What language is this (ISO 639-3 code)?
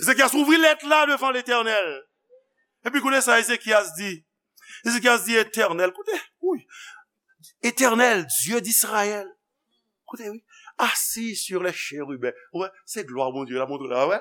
hat